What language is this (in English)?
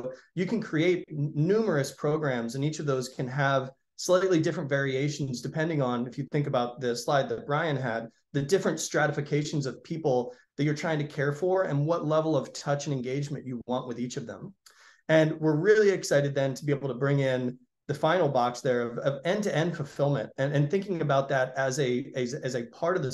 English